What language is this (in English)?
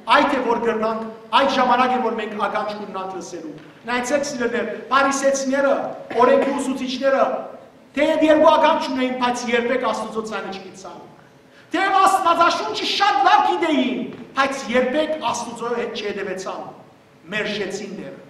Western Armenian